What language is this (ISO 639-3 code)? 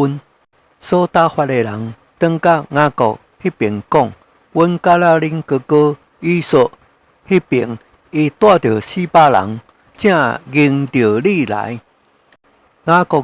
nan